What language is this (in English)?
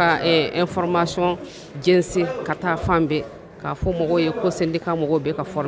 Bambara